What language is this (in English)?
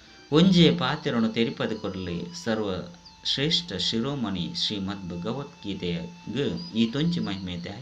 Tulu